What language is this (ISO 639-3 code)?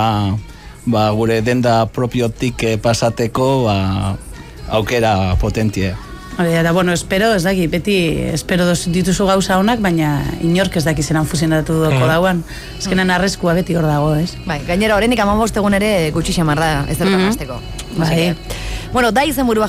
eus